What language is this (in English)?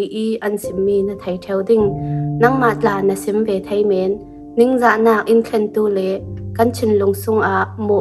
Falam Chin